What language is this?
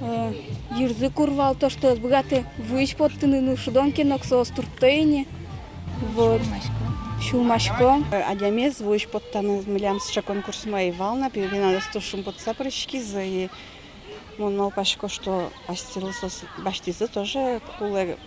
Udmurt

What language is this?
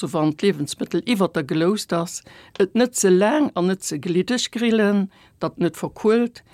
Luxembourgish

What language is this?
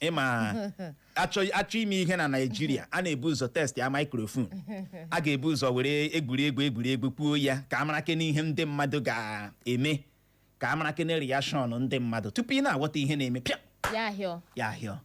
Igbo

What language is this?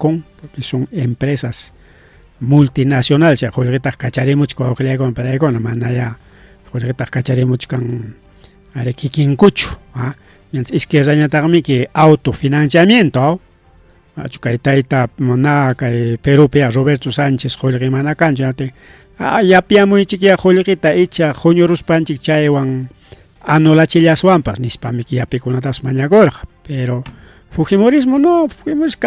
Ayacucho Quechua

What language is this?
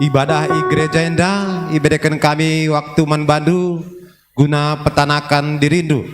Batak Karo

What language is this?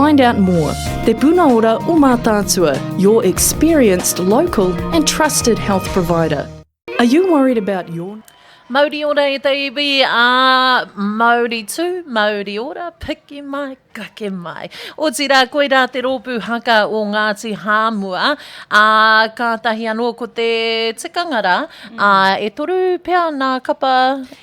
Māori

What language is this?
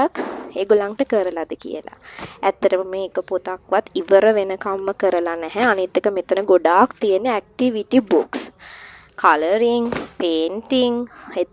Sinhala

